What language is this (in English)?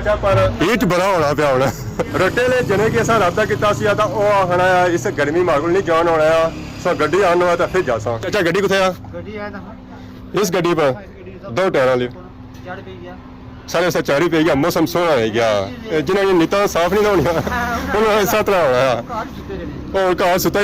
Pahari-Potwari